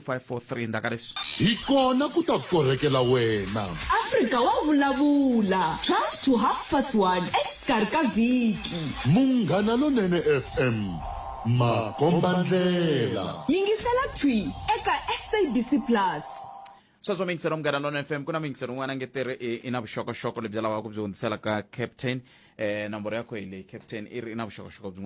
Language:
Tsonga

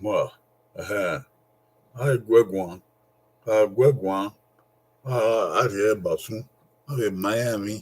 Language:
Bini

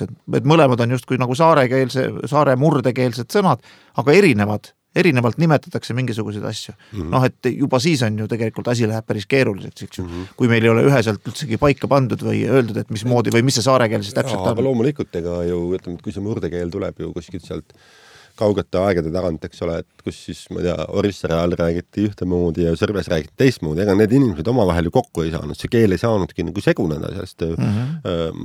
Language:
Estonian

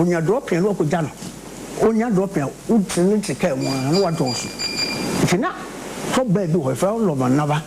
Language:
Akan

